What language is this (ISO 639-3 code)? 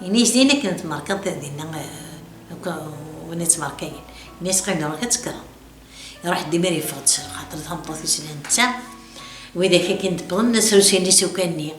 kab